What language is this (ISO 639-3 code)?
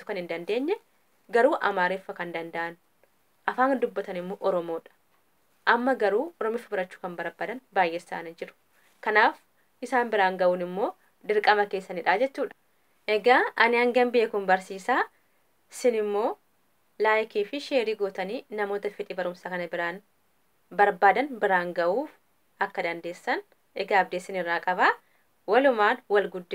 orm